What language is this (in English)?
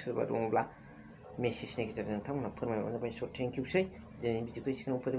Bodo